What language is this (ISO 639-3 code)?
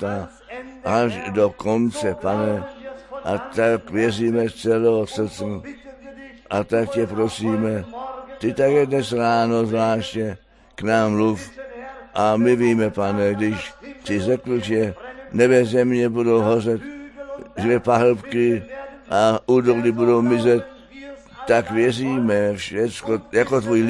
ces